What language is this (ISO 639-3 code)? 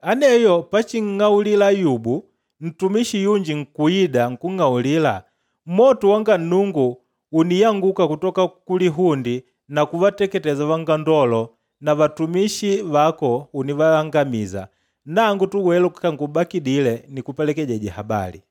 kde